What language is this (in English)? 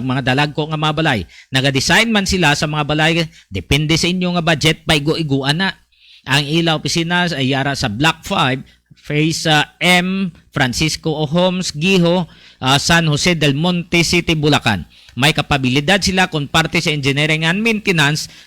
Hiligaynon